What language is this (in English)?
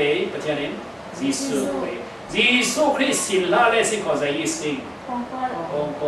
Falam Chin